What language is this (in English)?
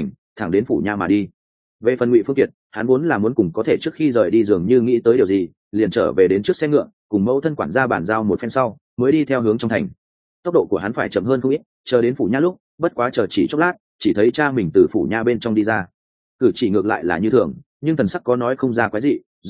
Vietnamese